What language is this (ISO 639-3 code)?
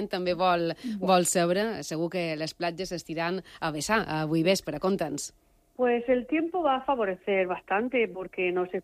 cat